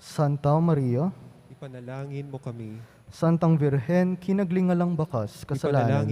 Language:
Pampanga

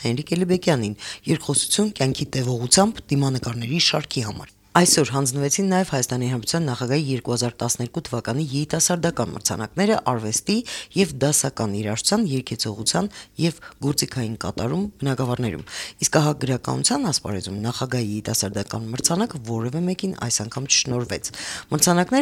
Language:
Armenian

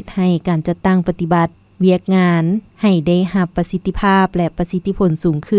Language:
Lao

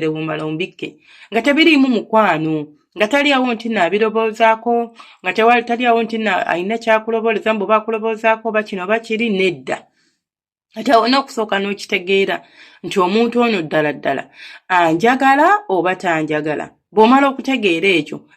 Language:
Ganda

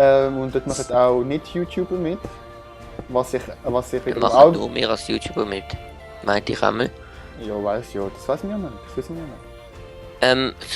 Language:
Swiss German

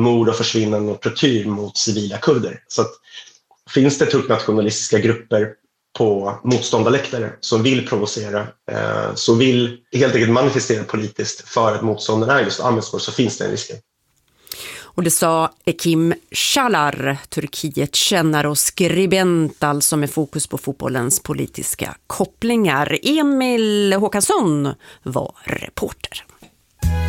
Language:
Swedish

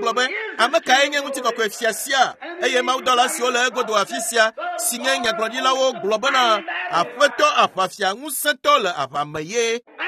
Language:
Ewe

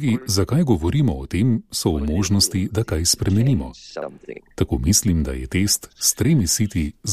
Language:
Slovenian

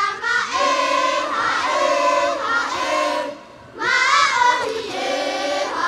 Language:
Tahitian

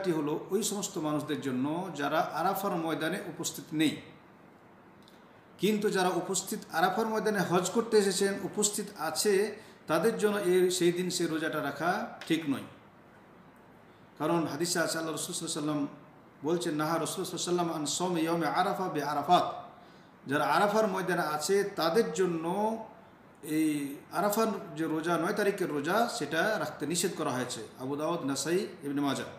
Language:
Bangla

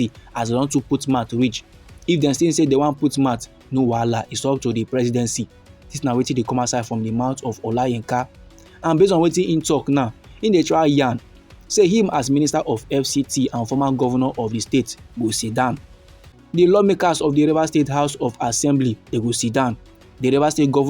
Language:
Nigerian Pidgin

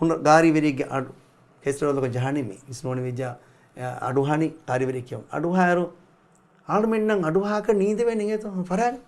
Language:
Divehi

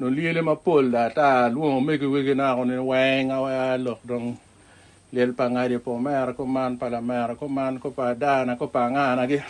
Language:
Acoli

